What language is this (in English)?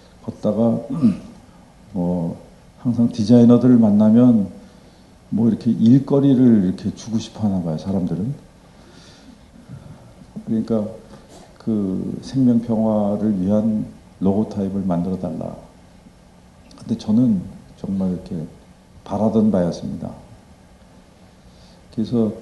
Korean